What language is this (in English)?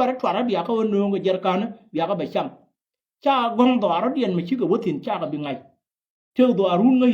Nuer